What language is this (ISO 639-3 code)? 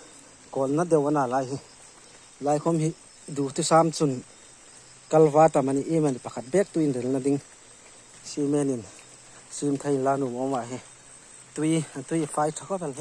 hmr